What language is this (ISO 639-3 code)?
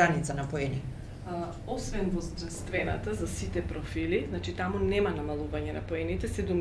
mkd